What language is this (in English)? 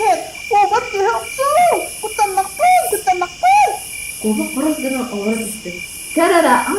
Yakut